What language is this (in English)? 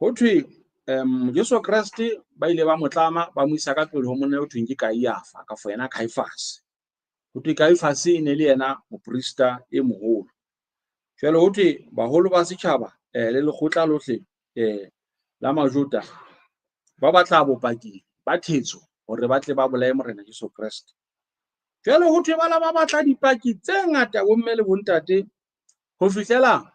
Southern Sotho